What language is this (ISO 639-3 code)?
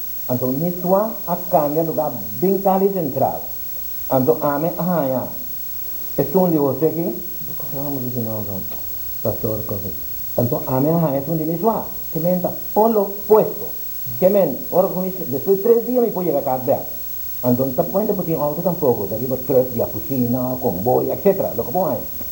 pap